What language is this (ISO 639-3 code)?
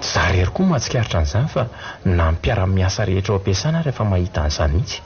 mlg